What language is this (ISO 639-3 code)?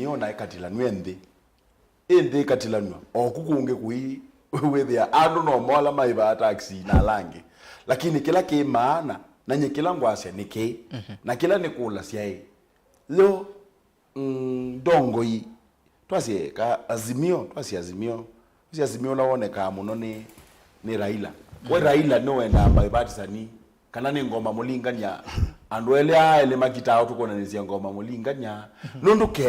kam